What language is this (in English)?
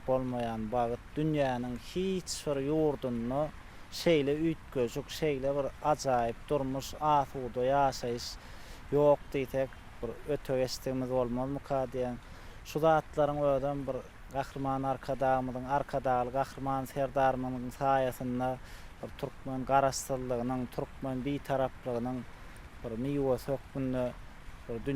Turkmen